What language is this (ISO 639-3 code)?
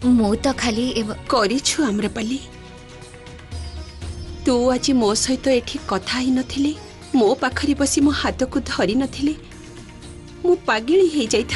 ori